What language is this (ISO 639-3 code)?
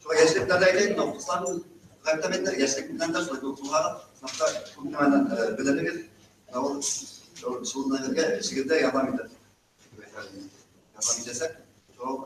bak